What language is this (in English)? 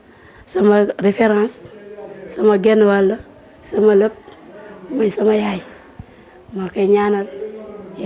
Wolof